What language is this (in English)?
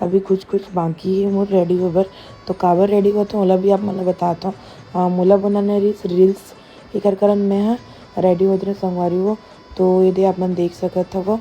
Chhattisgarhi